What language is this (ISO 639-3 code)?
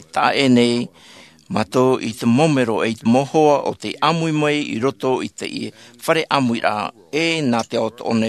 tah